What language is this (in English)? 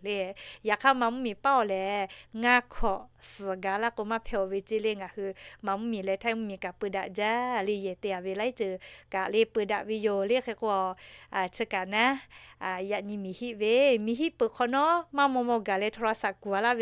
Lahu